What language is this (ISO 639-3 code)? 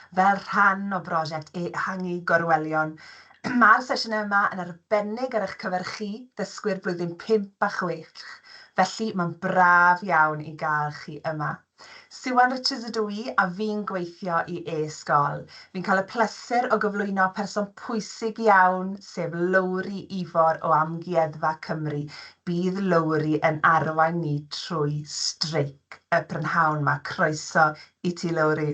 cym